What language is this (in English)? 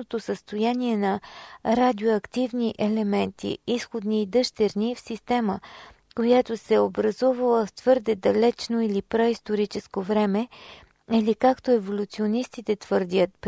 Bulgarian